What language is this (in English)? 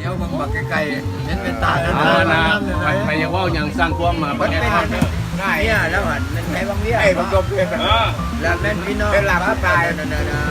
Lao